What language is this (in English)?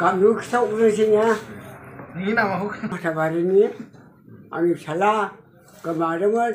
Bodo